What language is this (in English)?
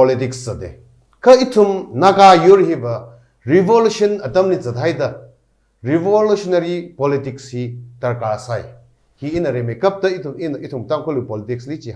Tangkhul Naga (India)